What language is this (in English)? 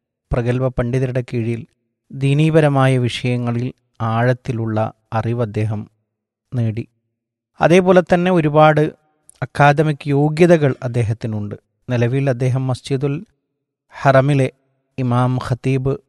Malayalam